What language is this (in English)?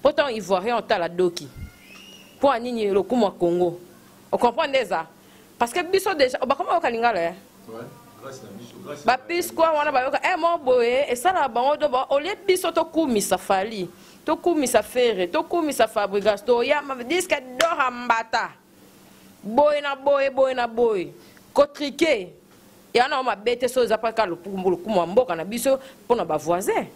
Lingala